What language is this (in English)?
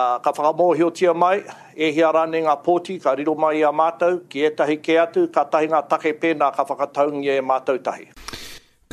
Māori